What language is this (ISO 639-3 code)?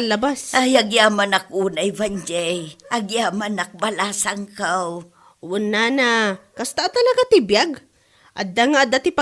ilo